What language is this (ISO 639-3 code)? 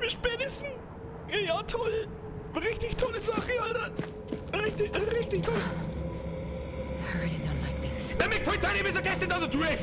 bar